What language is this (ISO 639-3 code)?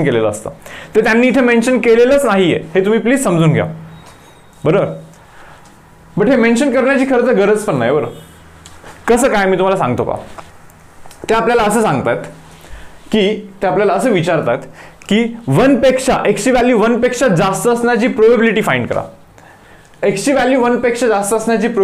mar